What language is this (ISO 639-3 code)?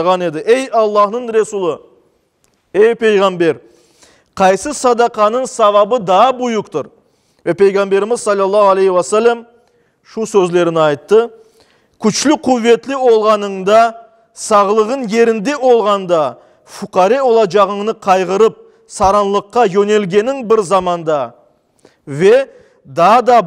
crh